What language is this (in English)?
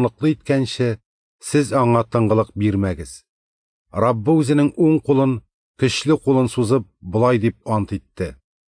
Tatar